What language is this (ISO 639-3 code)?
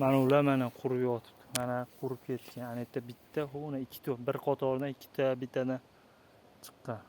uzb